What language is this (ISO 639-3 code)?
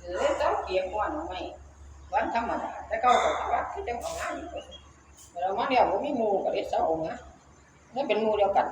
tts